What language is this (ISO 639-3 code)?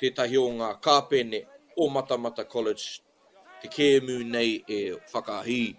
mri